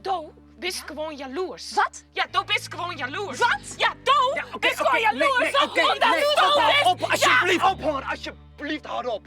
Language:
Western Frisian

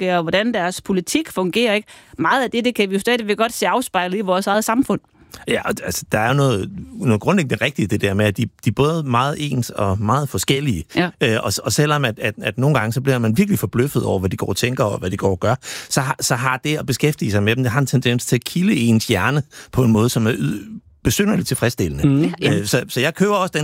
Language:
Danish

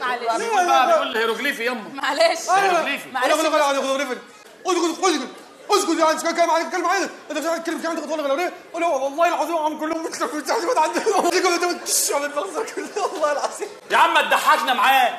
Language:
Egyptian Arabic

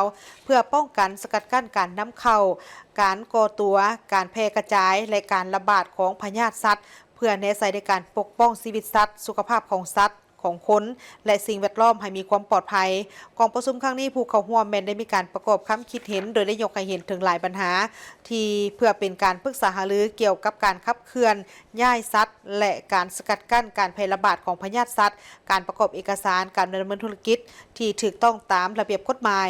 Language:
Lao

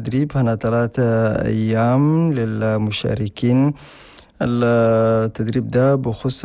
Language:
Chadian Arabic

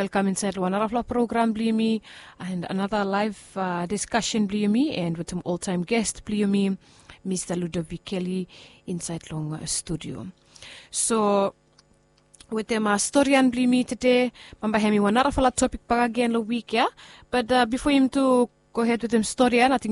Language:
Bislama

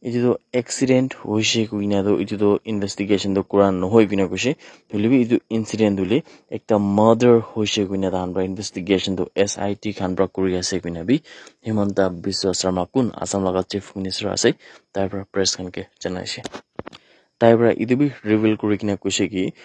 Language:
Naga Pidgin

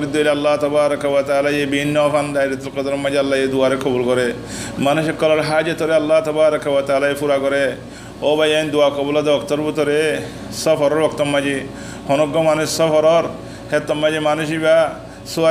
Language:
Rohingya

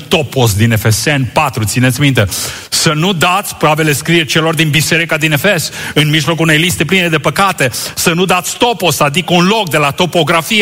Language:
Romanian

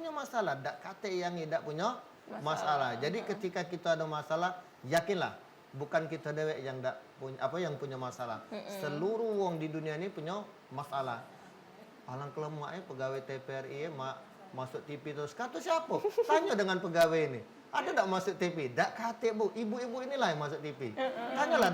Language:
Musi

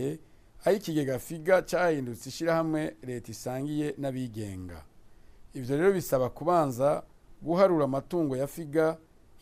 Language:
Rundi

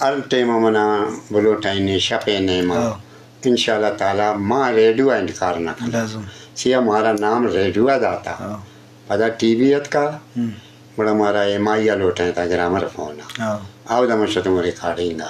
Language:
Eastern Balochi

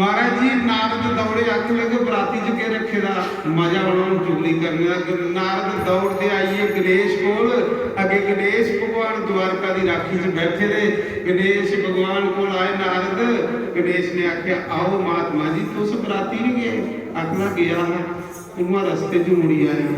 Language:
Dogri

